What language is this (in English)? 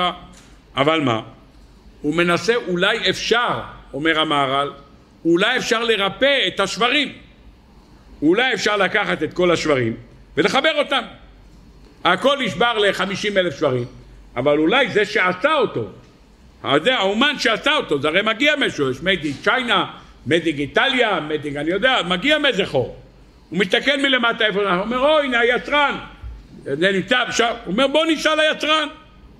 Hebrew